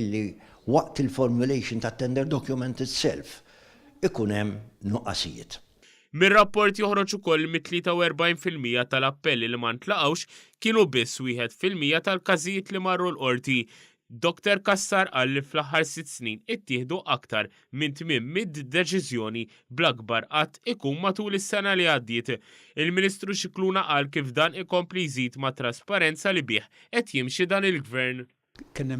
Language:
Maltese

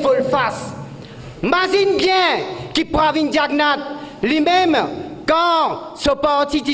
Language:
Morisyen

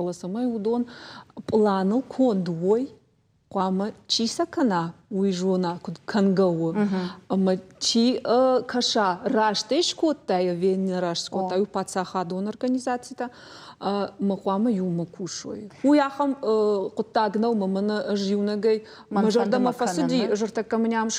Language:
Ossetic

